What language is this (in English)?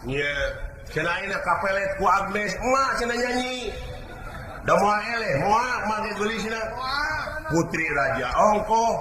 Sundanese